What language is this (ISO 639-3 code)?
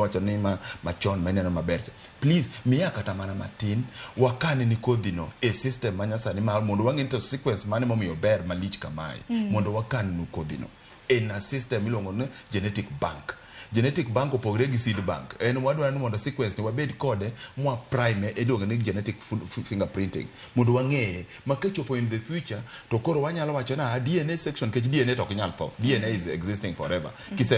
luo